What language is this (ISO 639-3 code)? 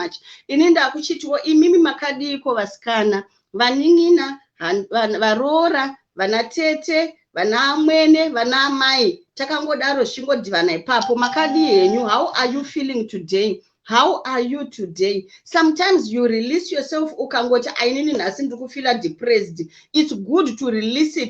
sna